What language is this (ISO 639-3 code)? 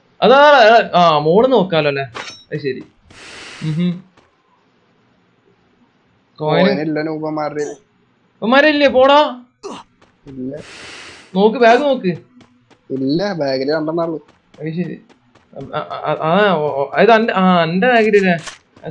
mal